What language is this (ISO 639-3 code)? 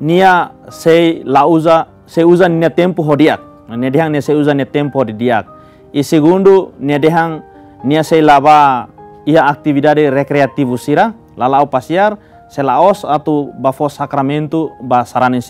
tet